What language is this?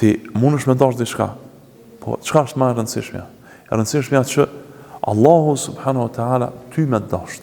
Albanian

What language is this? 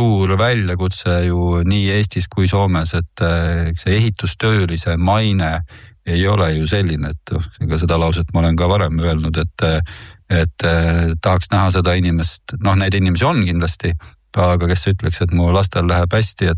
Estonian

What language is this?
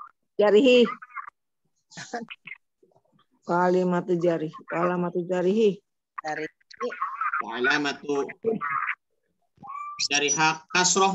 Indonesian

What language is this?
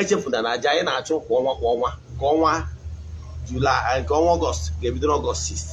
Igbo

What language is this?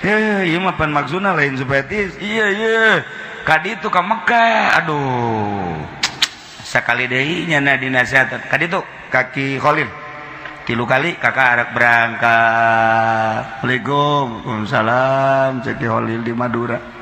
Sundanese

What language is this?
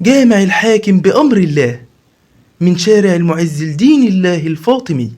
Egyptian Arabic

